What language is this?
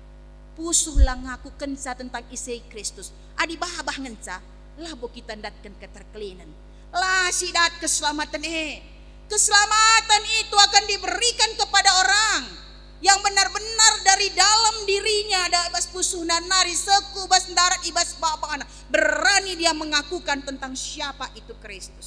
Batak Karo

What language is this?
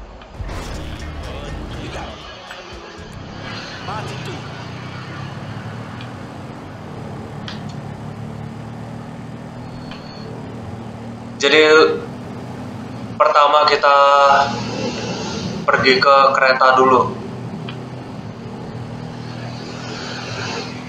Indonesian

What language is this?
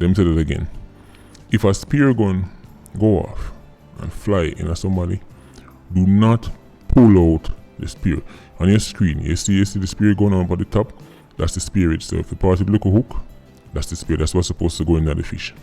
Jamaican Creole English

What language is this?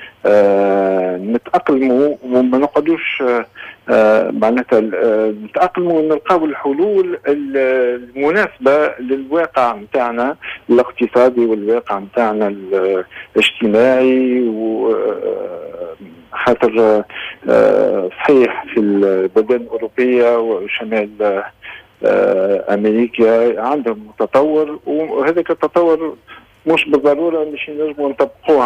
Tunisian Arabic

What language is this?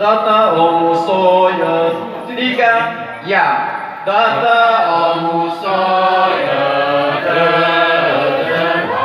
Nias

